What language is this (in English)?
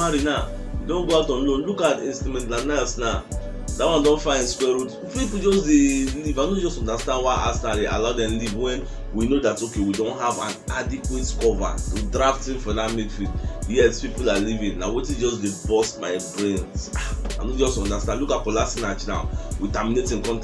Nigerian Pidgin